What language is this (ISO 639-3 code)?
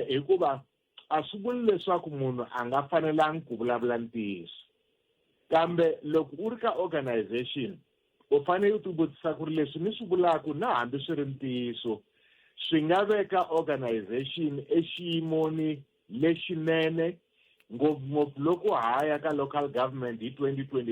tso